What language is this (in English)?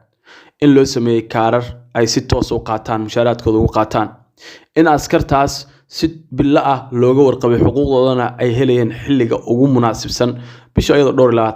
Somali